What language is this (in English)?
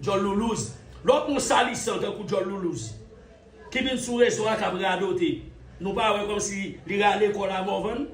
Haitian Creole